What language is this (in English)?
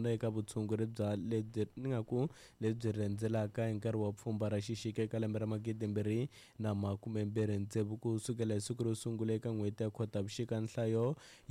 Tsonga